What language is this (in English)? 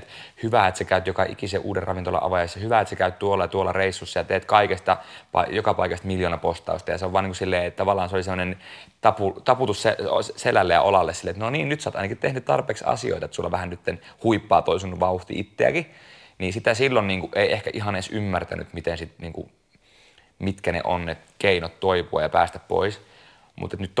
Finnish